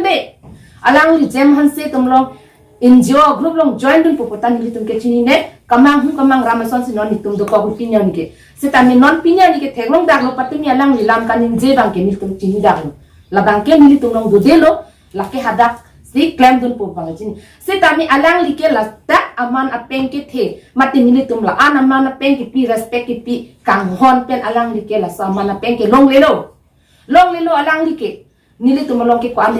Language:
Karbi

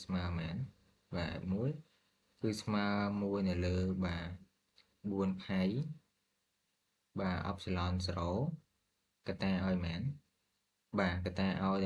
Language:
Khmer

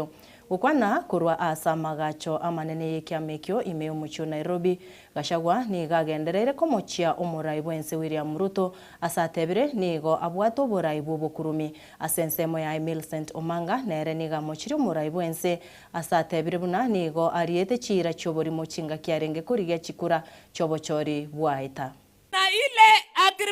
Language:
Gusii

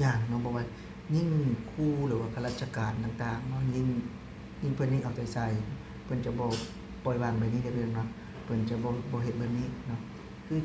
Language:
Lao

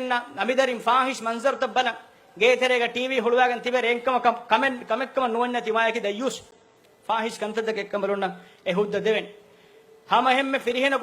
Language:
Divehi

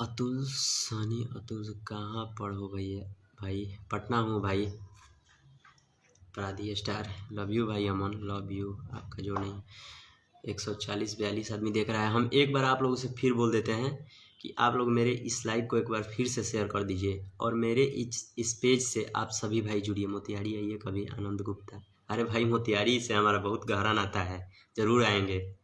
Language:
Bhojpuri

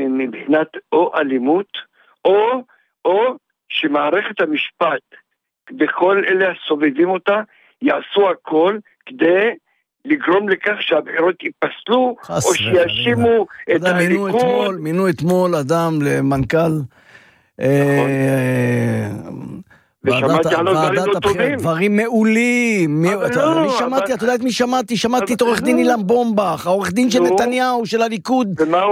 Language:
Hebrew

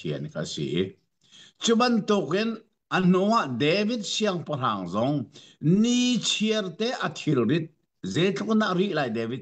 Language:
Hakha Chin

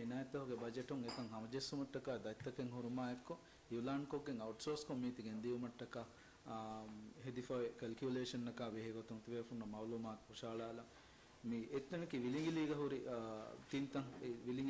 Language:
Divehi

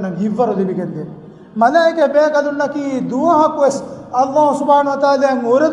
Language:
Divehi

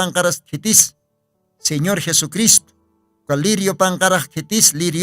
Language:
Aymara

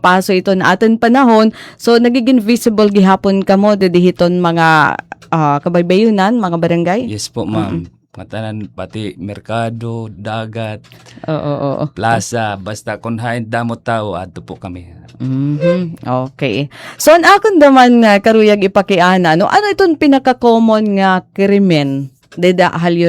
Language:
Waray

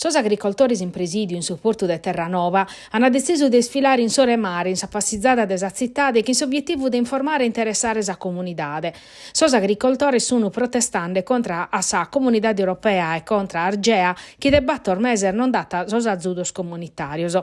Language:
Sardinian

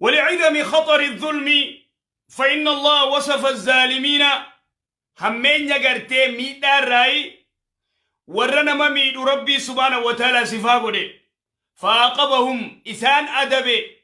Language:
Oromo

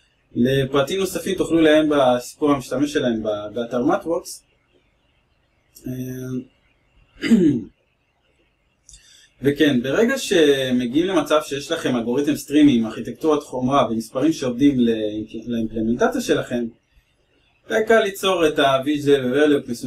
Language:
Hebrew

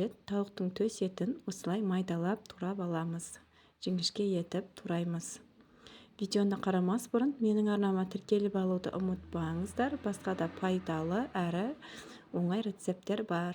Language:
Kazakh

